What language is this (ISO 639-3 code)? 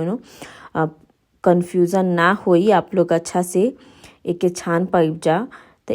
bho